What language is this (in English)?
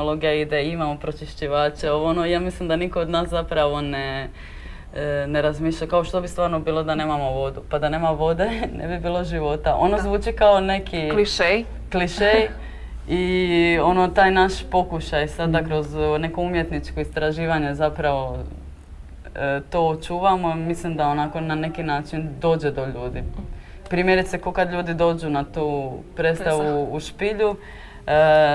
Croatian